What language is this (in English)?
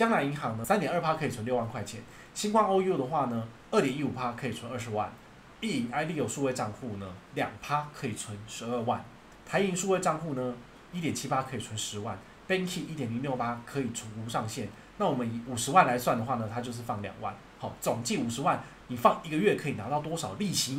Chinese